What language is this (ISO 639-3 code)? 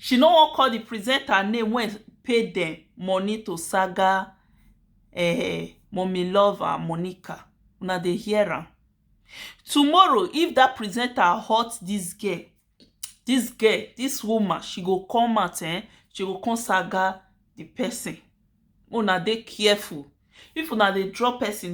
pcm